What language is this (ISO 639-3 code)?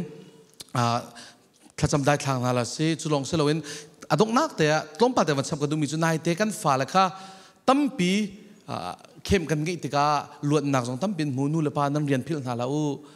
cfm